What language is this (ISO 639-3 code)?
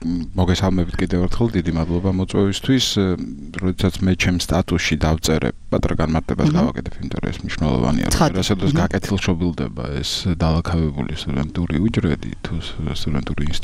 kat